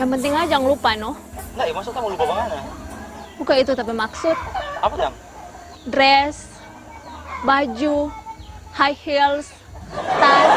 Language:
Manado Malay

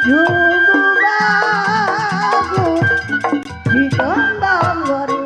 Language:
Betawi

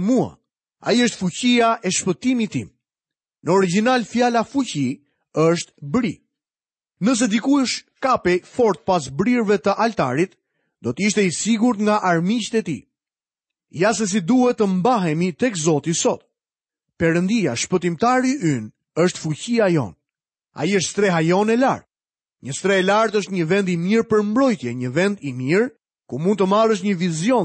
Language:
Albanian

